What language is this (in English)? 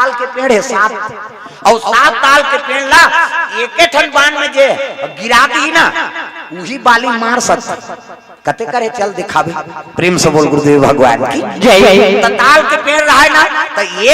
Chhattisgarhi